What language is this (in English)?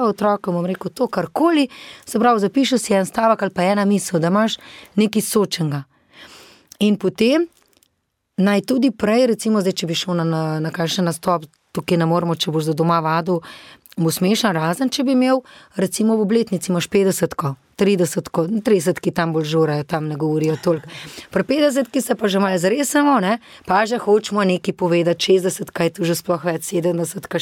Slovenian